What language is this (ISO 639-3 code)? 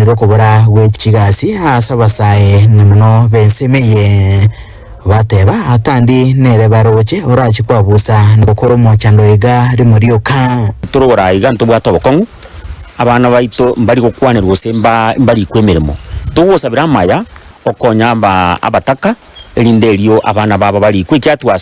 guz